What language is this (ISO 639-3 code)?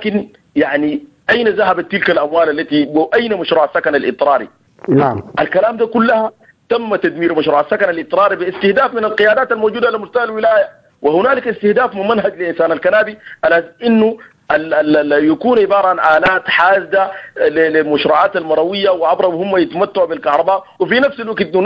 apd